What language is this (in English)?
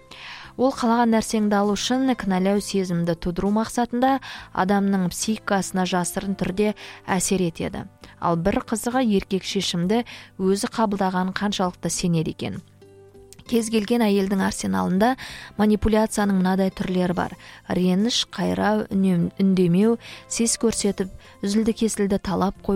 Kazakh